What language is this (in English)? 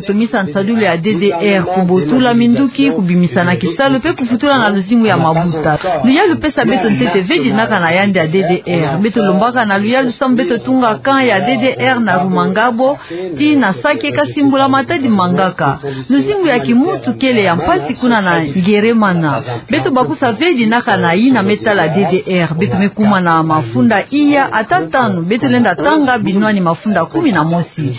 Kituba (Democratic Republic of Congo)